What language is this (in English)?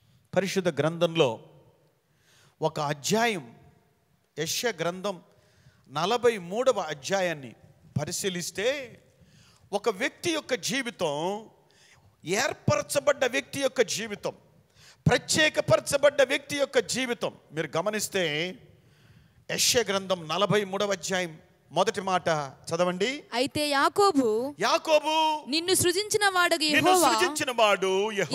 Telugu